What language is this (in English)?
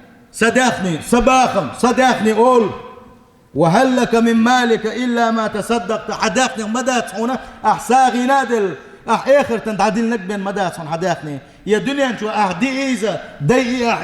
Chechen